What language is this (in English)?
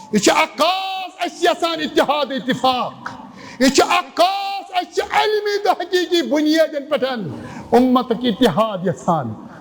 Kashmiri